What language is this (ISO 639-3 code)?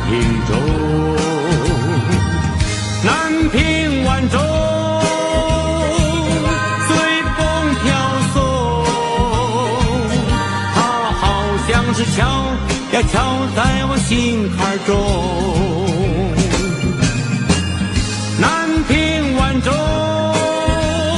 zho